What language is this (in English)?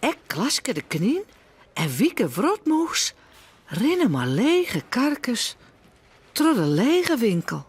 Western Frisian